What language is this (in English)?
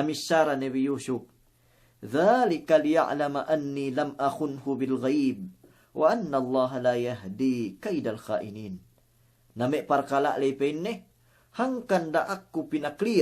Yakan